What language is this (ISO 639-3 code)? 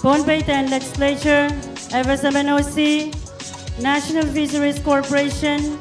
pon